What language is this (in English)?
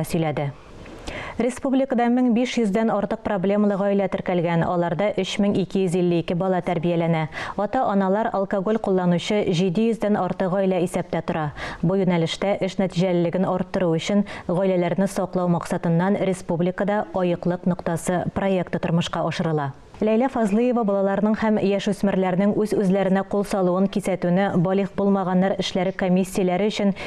Tatar